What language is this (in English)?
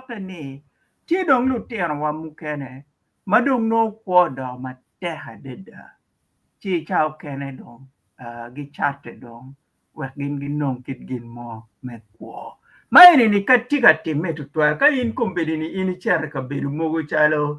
Acoli